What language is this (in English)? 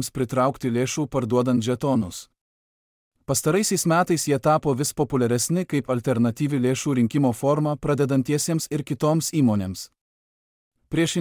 Lithuanian